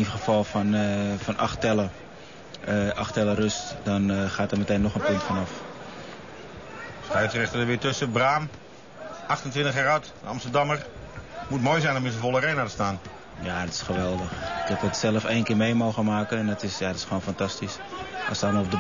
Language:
Dutch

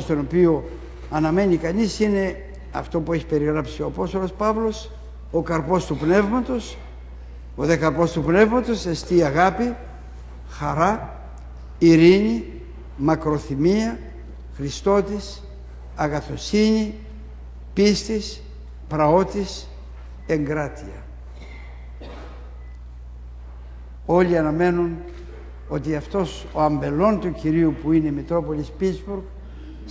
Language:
Greek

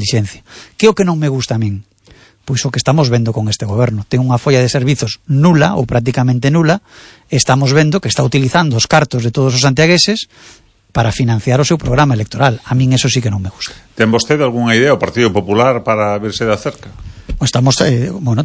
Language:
Galician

